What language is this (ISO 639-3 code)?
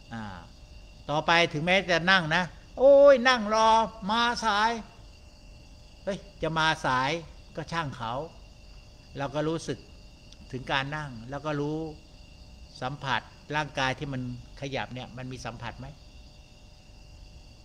tha